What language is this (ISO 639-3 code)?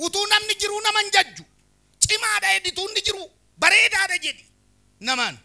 orm